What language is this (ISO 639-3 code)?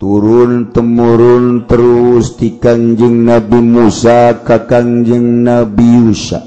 sun